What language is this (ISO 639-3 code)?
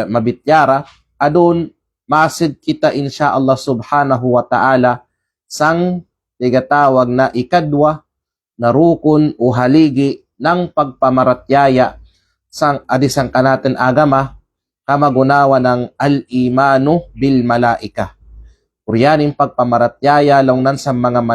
kqe